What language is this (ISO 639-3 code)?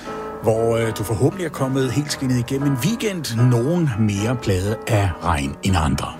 dan